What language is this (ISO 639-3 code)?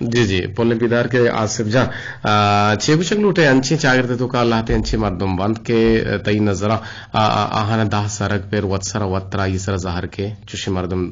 bgp